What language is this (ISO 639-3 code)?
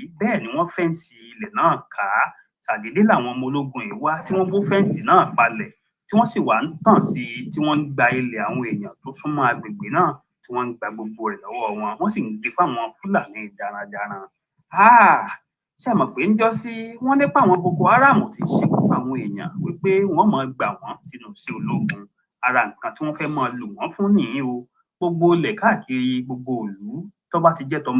yor